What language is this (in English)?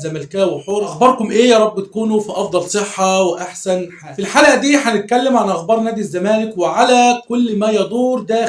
Egyptian Arabic